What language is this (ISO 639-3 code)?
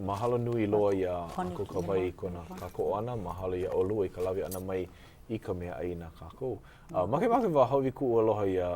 haw